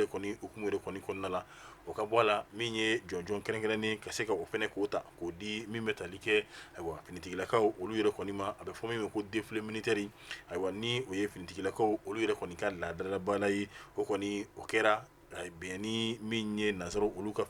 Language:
Bambara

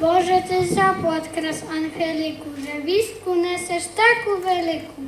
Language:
Rusyn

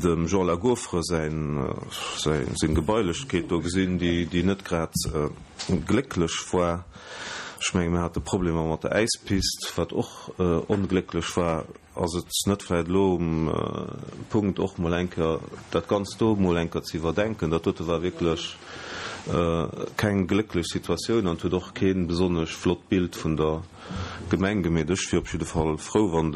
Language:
Luxembourgish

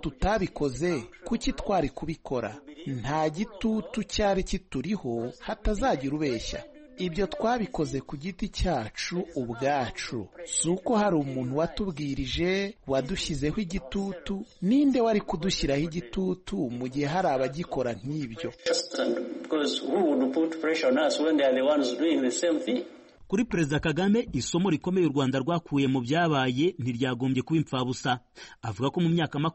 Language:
Kinyarwanda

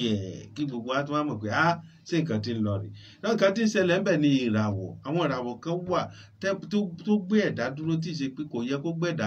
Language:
Yoruba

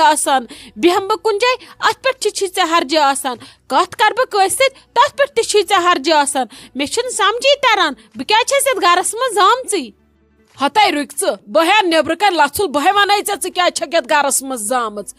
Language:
Kashmiri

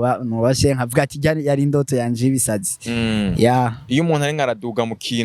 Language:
Rundi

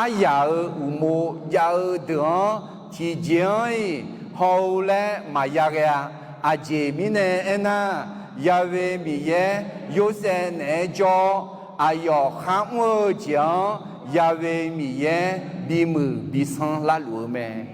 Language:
Akha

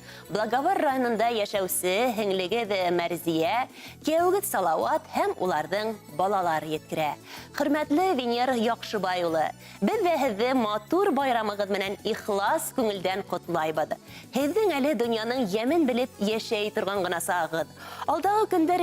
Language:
Bashkir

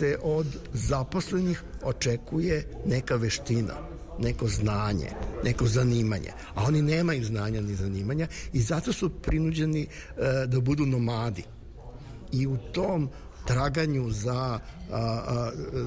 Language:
Serbian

